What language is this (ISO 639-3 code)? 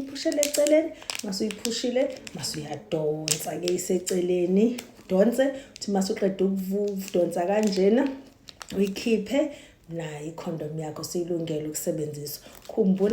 zul